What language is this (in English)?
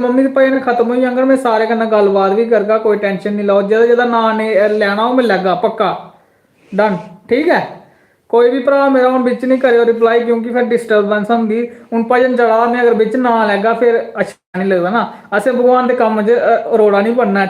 Dogri